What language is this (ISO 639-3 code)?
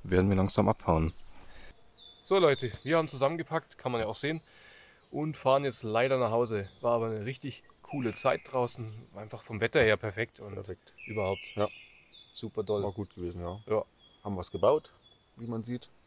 deu